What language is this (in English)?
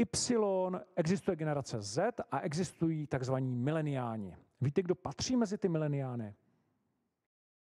Czech